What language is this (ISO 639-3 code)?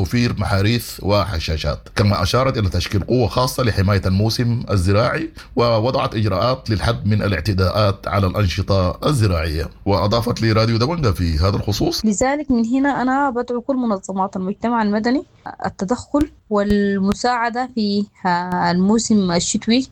apd